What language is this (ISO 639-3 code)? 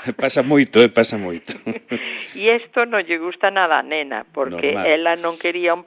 glg